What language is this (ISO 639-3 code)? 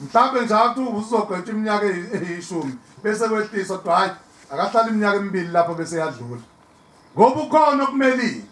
zul